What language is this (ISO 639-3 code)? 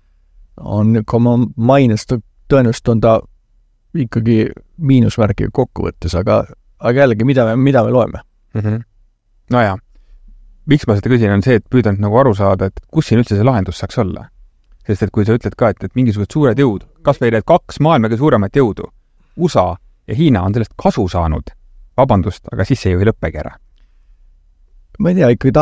est